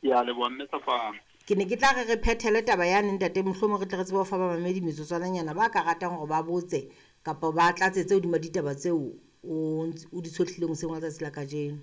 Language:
Southern Sotho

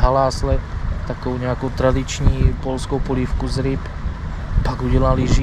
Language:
Czech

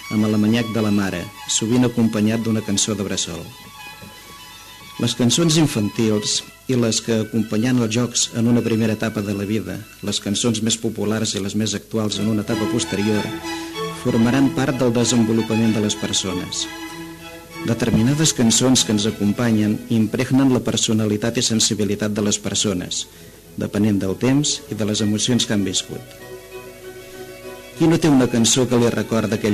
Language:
Catalan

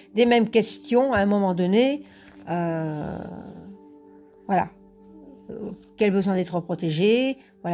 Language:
French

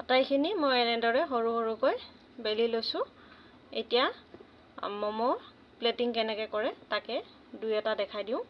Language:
Assamese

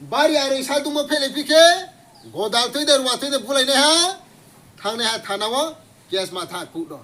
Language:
Riang (India)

